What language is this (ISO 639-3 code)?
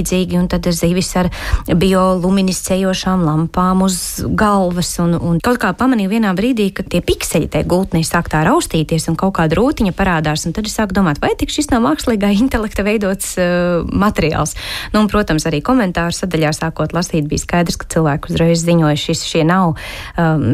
lav